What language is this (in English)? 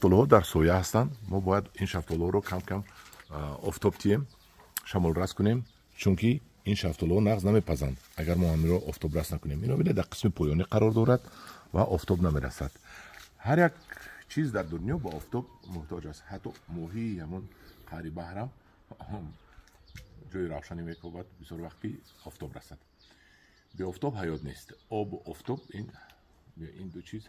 Tajik